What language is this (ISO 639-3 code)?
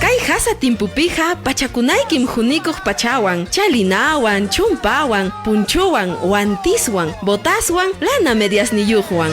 quy